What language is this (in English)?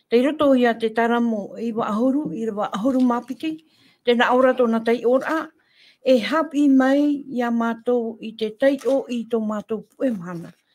Tahitian